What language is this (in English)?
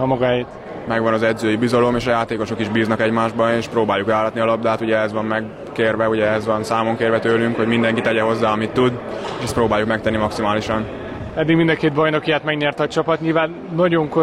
Hungarian